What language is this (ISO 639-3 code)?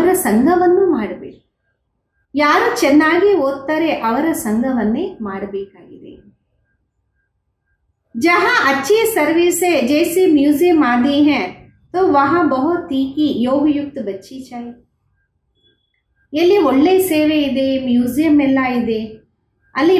kan